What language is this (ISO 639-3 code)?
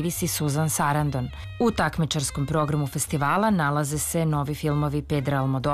srp